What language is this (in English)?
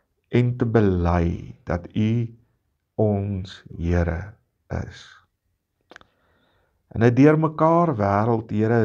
Afrikaans